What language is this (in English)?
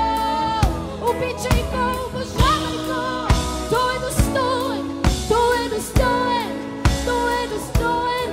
Bulgarian